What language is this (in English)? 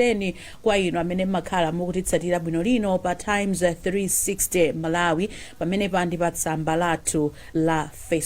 Nyanja